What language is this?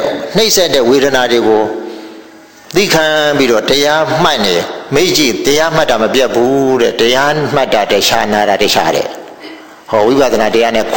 Burmese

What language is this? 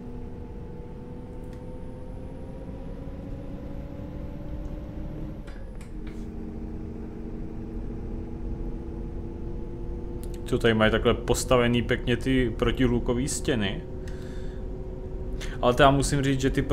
Czech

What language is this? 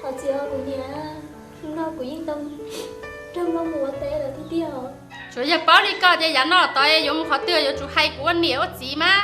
Hmong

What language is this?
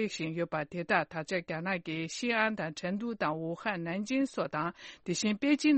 Tibetan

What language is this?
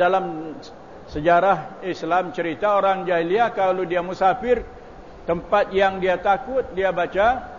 Malay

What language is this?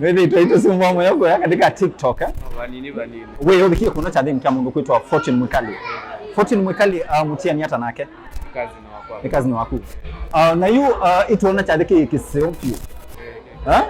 Kamba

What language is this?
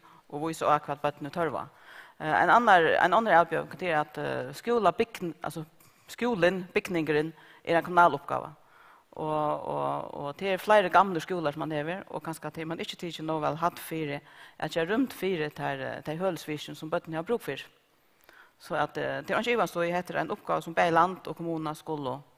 Faroese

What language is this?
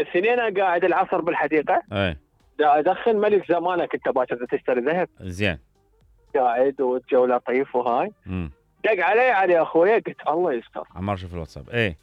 Mesopotamian Arabic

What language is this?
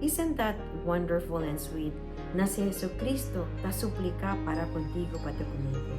Chavacano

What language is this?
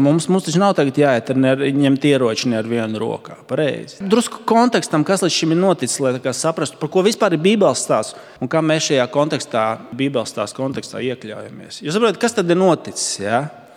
Latvian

